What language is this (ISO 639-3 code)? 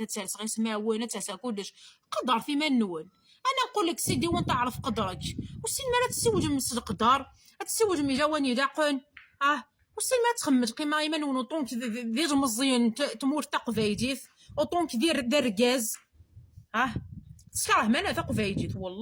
kab